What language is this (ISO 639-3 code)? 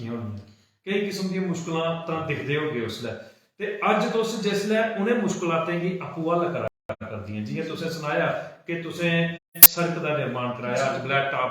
doi